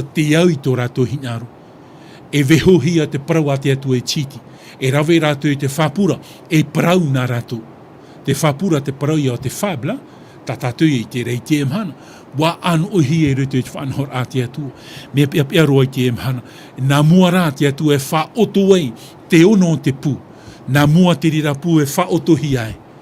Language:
Tahitian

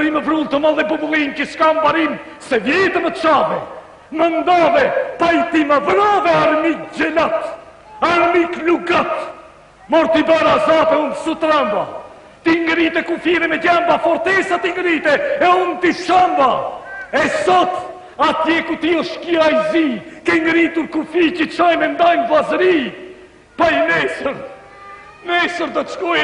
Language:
Albanian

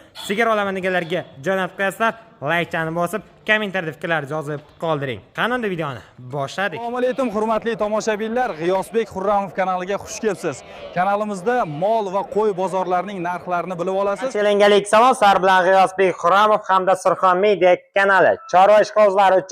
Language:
Uzbek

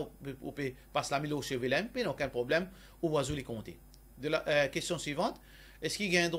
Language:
Morisyen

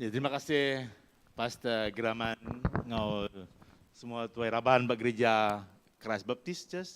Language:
Iban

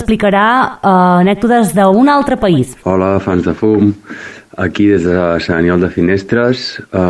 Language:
Catalan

